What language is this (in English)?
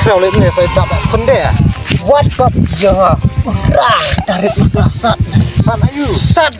Khasi